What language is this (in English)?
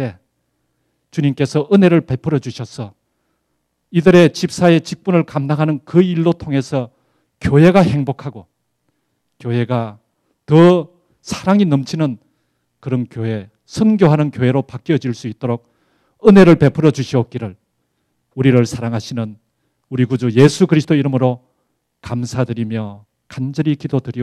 Korean